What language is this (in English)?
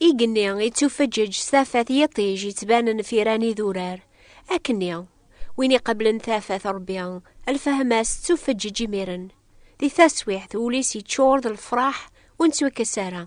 Kabyle